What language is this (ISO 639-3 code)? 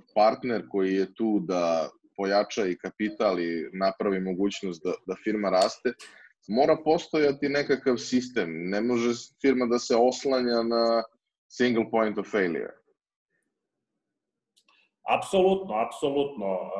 srp